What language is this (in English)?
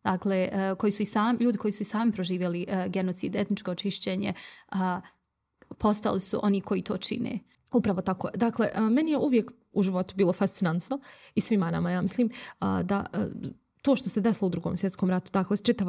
Bosnian